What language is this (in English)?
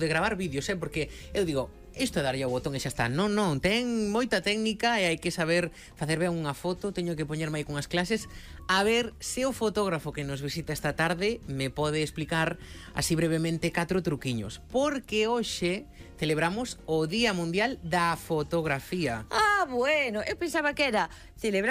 Galician